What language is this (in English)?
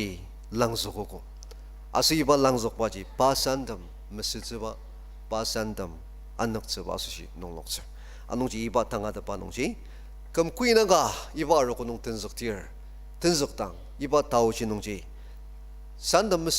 Ao Naga